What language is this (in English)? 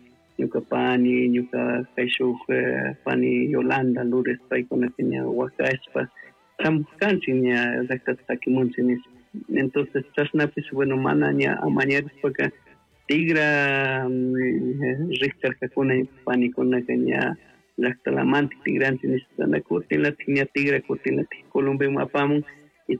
Chimborazo Highland Quichua